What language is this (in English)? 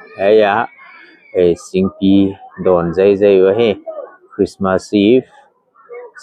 Paite Chin